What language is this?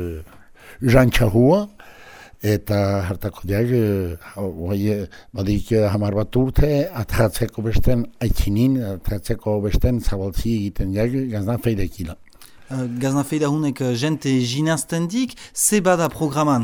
Basque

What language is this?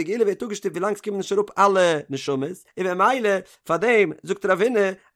Yiddish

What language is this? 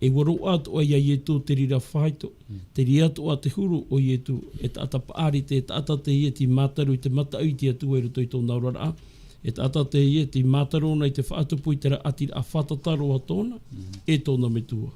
Tahitian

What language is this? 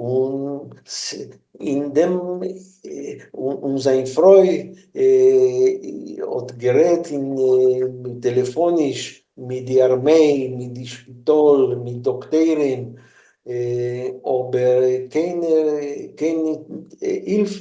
Yiddish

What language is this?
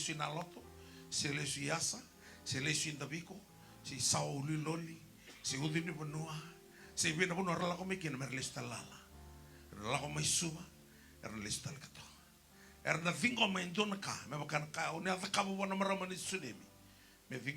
Fijian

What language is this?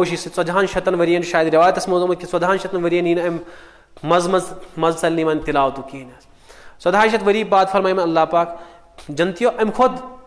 Kashmiri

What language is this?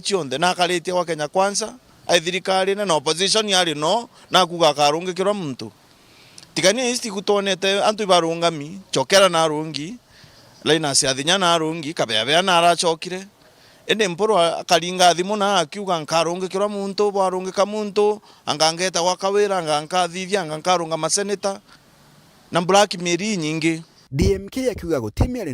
Meru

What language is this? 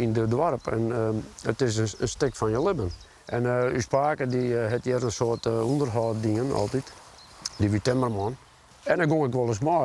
Western Frisian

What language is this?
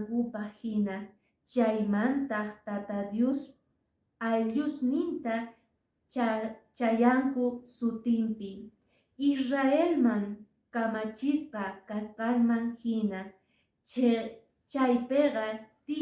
Quechua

